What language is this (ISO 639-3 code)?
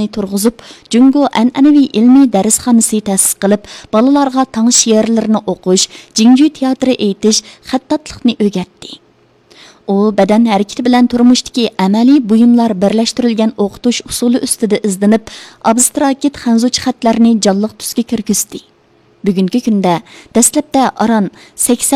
uig